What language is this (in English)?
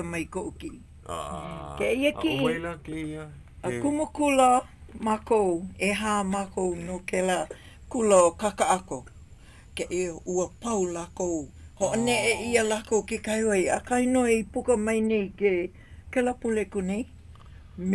Hawaiian